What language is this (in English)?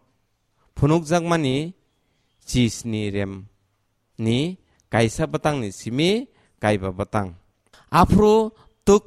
Kok Borok